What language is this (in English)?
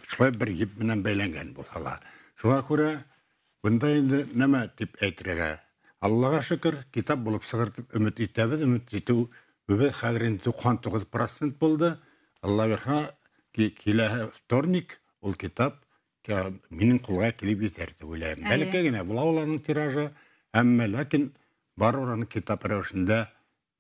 Bashkir